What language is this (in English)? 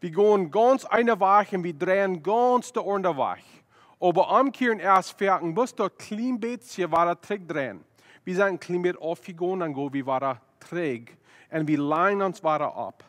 Plautdietsch